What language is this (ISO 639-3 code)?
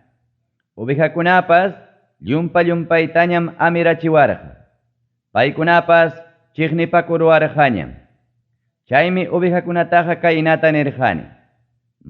quy